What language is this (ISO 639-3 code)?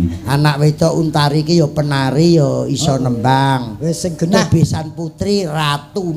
jav